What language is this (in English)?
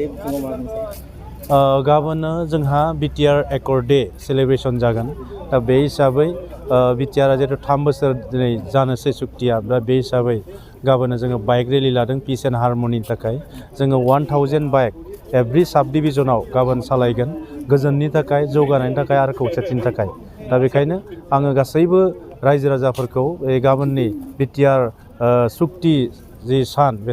Bodo